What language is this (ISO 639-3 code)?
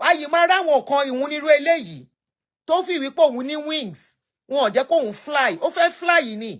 yor